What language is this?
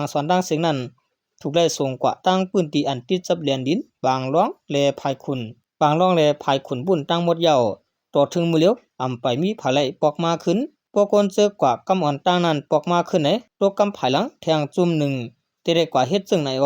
Shan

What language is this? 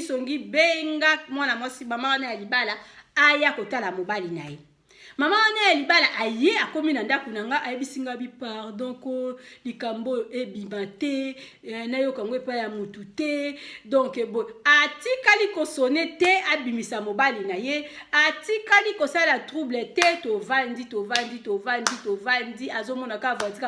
Lingala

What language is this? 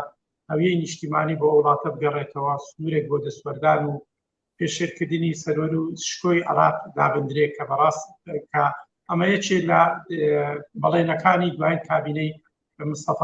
Central Kurdish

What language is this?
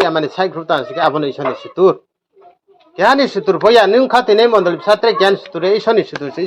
Riang (India)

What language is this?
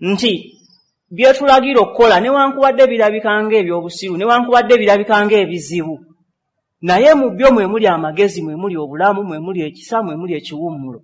Ganda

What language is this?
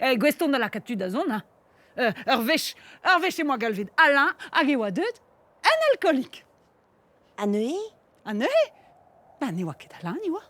Breton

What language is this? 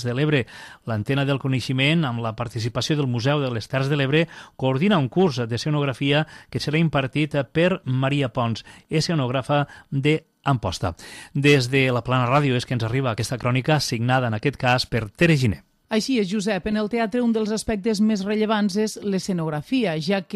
Catalan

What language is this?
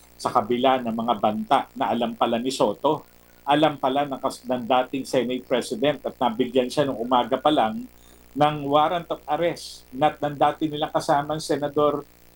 Filipino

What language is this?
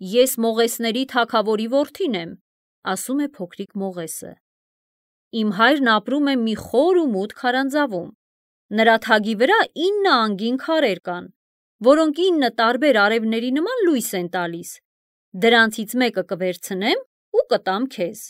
Armenian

